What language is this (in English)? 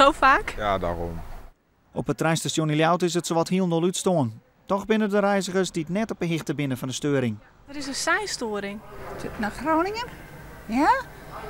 Western Frisian